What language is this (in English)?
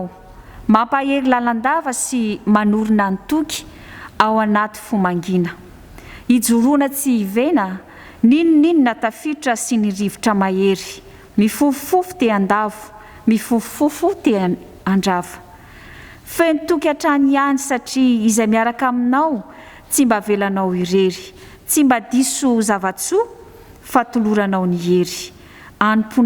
Malagasy